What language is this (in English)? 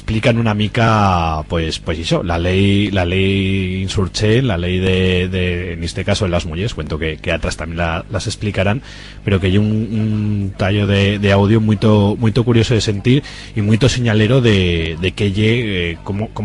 Aragonese